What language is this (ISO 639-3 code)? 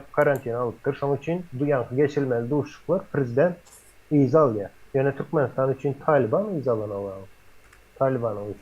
tuk